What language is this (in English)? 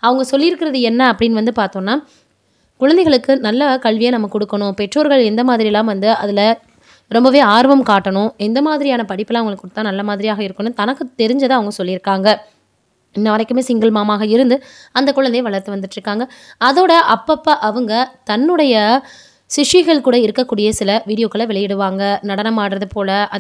Tamil